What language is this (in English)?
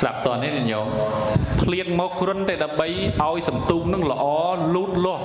Khmer